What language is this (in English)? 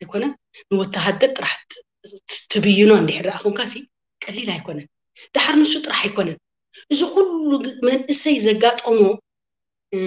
Tigrinya